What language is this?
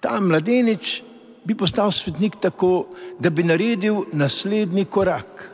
Slovenian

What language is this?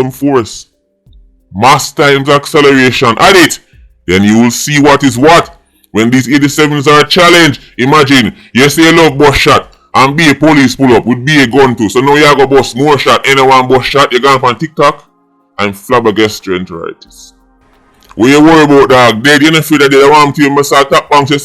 Jamaican Creole English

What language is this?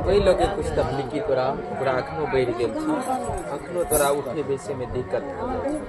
Maithili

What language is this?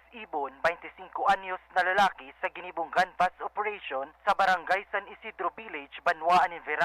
Bikol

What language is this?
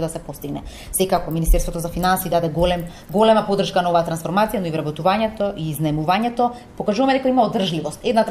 Macedonian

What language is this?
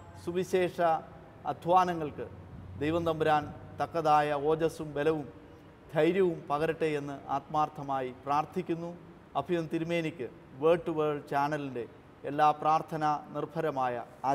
Malayalam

